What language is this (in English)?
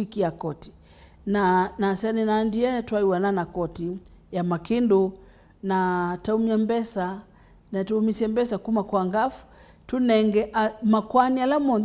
Kamba